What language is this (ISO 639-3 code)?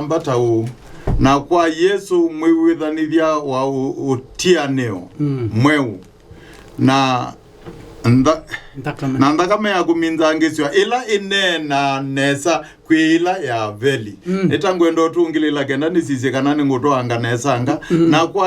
kam